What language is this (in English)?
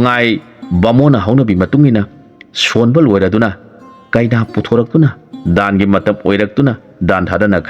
Manipuri